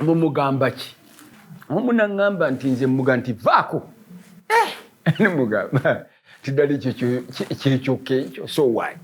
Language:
Ganda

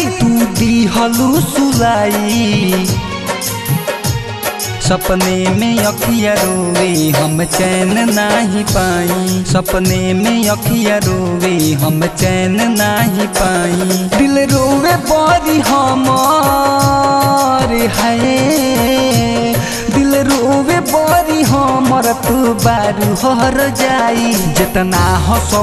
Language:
Bhojpuri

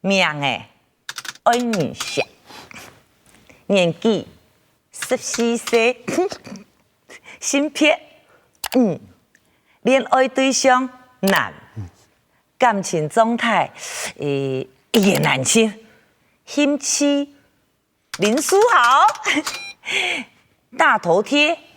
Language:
Hakka Chinese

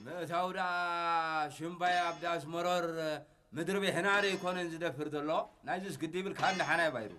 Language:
Tigrinya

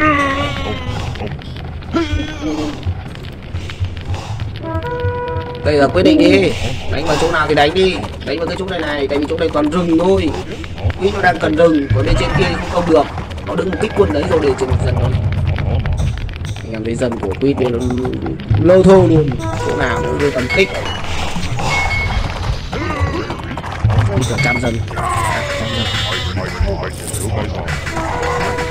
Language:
Vietnamese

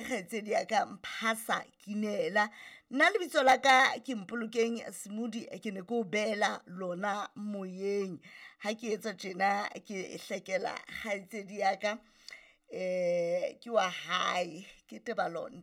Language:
Southern Sotho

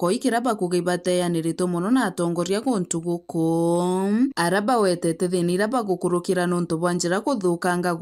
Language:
Meru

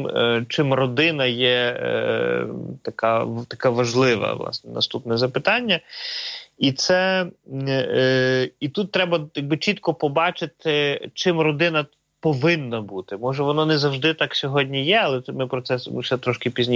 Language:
Ukrainian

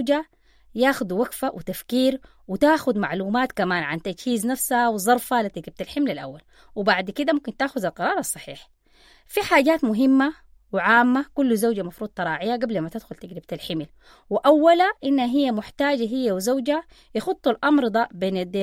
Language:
Sudanese Arabic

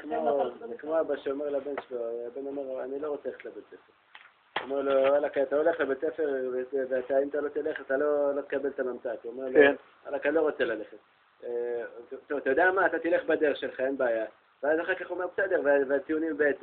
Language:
Hebrew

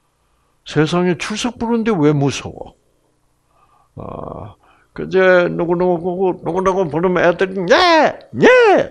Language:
Korean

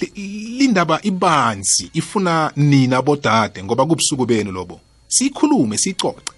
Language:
South Ndebele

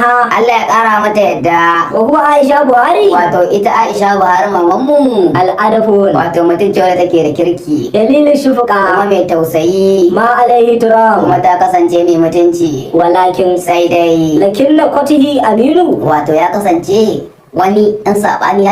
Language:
Hausa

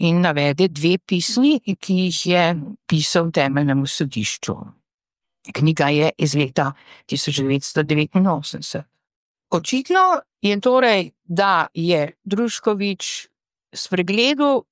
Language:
Slovenian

